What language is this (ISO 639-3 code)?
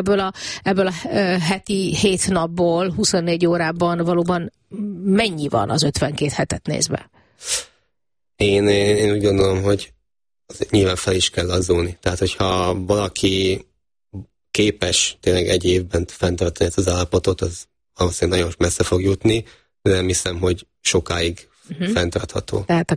hun